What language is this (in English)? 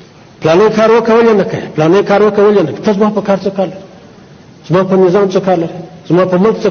Pashto